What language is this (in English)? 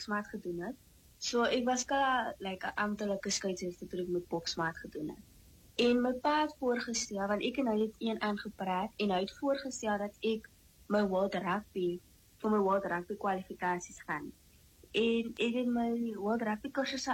Afrikaans